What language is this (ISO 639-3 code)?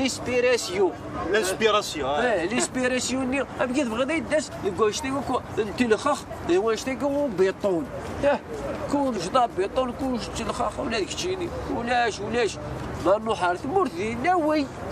kab